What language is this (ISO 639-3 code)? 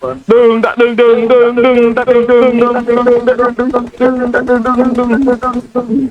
bjn